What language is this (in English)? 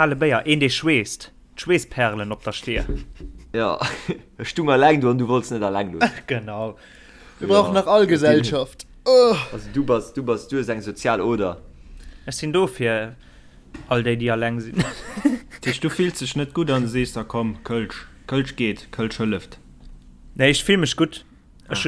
Luxembourgish